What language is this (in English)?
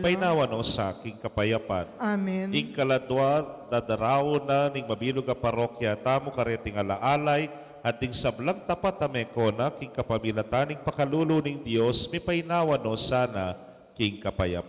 Pampanga